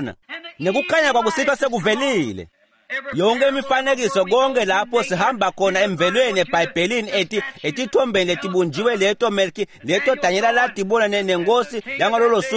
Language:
Swati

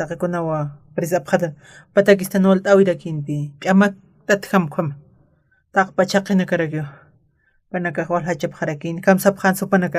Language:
Aymara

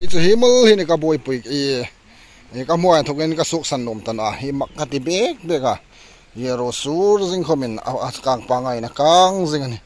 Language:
Hmar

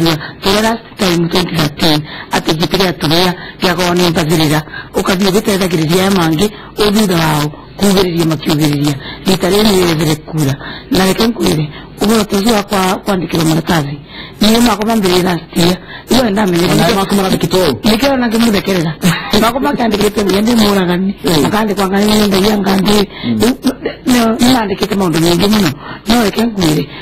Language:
Kikuyu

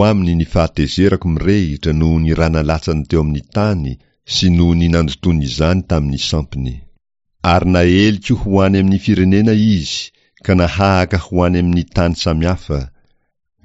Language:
Malagasy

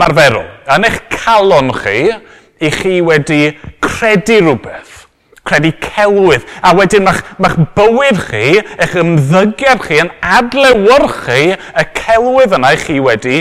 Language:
Welsh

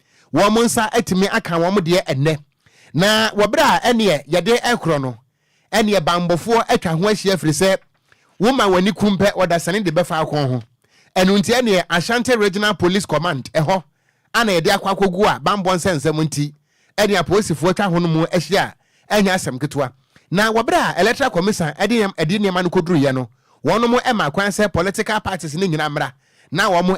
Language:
Akan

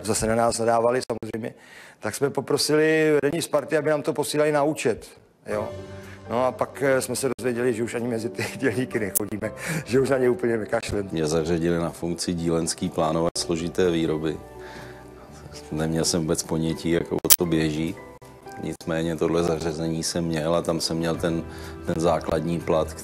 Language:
Czech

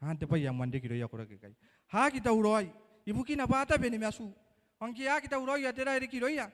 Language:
Gilbertese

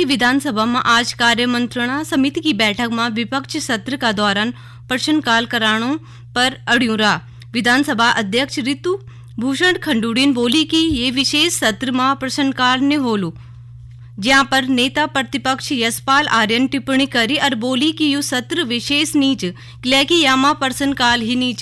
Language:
Garhwali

